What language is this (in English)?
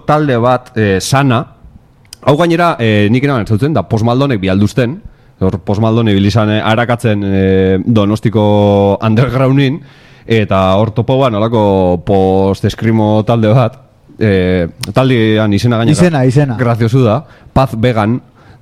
Basque